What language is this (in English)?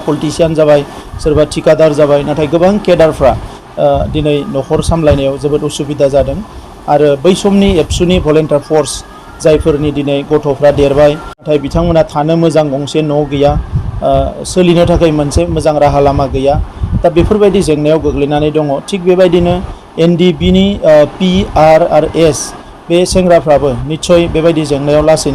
Bodo